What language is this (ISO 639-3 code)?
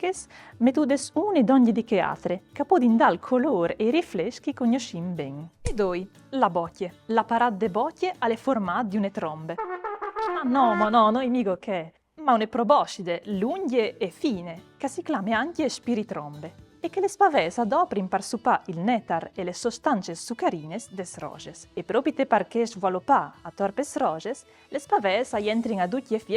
fur